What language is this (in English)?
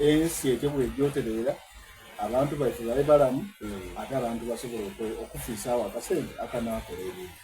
Soga